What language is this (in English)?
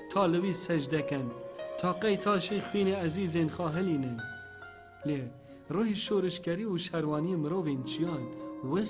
Kurdish